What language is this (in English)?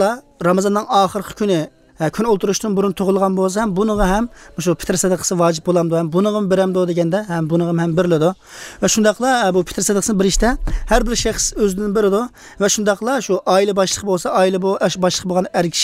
Uyghur